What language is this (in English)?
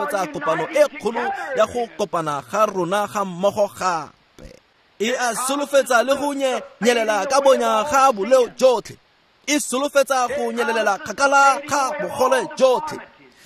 Tswana